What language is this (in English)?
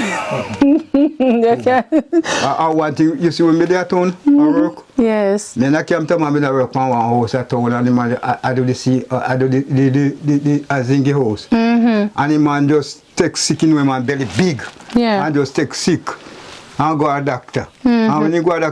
Jamaican Creole English